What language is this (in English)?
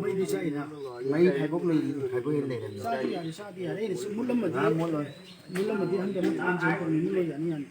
Manipuri